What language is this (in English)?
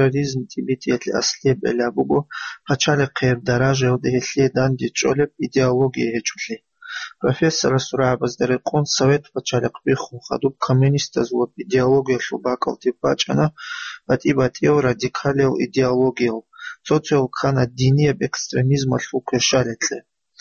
Avaric